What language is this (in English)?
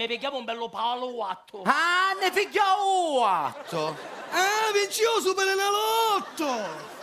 Sicilian